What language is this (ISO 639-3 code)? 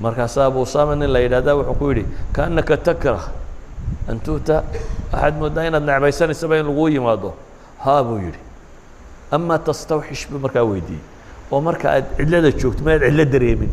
som